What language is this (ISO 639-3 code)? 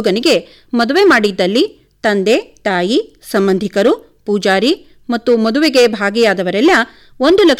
kan